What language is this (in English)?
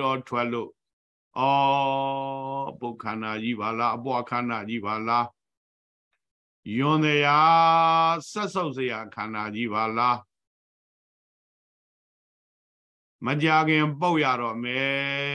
Burmese